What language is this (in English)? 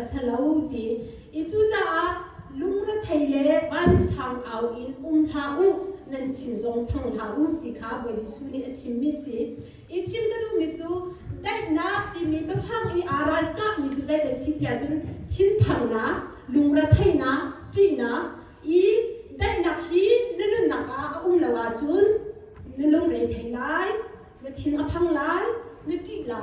Hakha Chin